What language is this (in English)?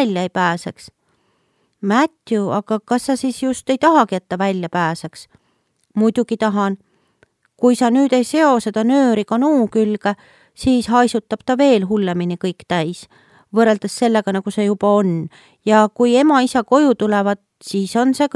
Estonian